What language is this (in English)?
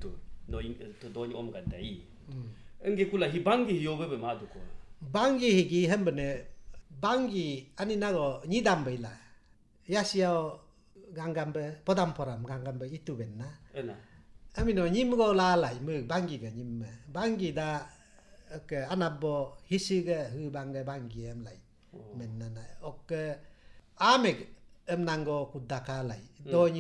Galo